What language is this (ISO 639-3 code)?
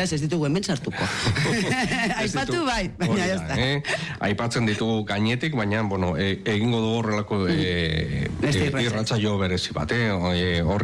eus